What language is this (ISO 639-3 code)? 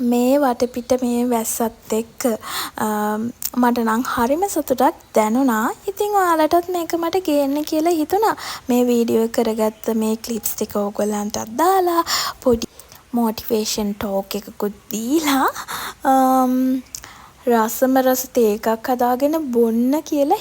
sin